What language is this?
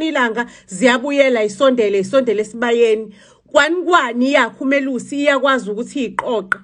Zulu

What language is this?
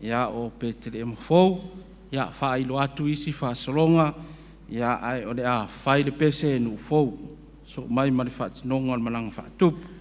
Samoan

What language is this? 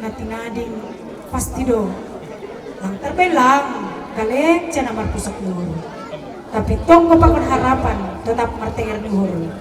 Batak Simalungun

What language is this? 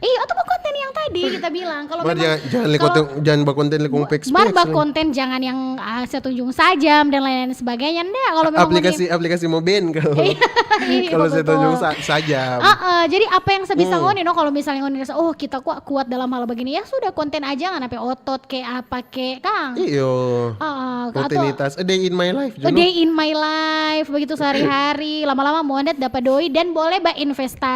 Manado Malay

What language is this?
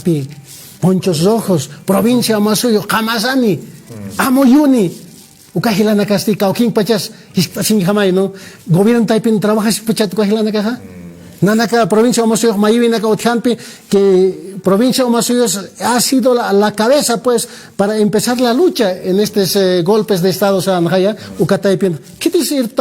Aymara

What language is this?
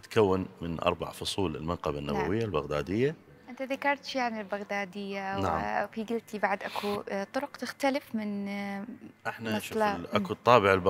Mesopotamian Arabic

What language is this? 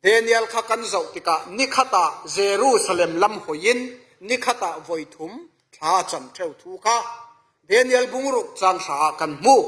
Falam Chin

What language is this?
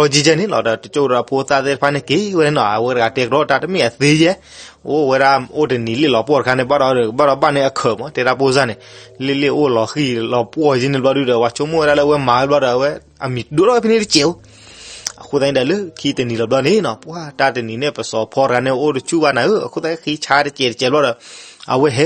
S'gaw Karen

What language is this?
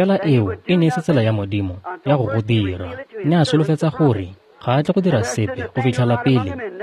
Tswana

